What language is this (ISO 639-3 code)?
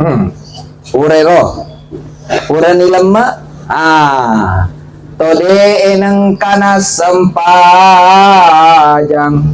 bug